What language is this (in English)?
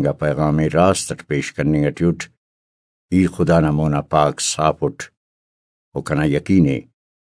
Brahui